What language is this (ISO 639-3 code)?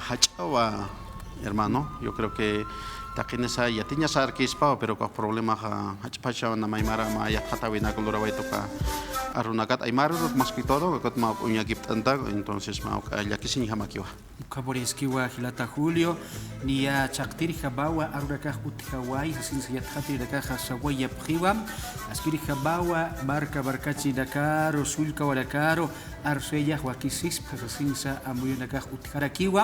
aym